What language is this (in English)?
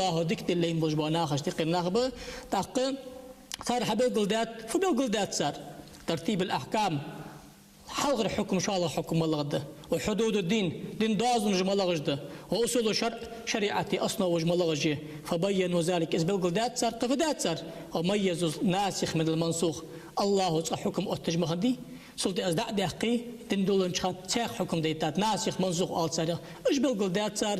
Ingush